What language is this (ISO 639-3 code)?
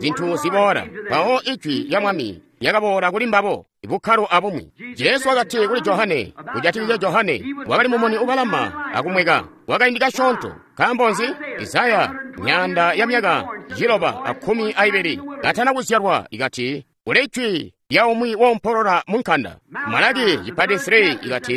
toi